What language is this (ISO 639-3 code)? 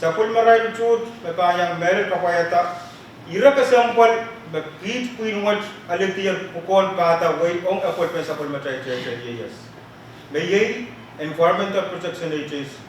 pon